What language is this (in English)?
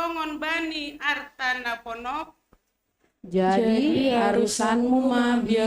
Batak Simalungun